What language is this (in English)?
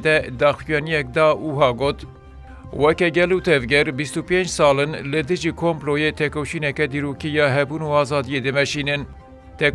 Kurdish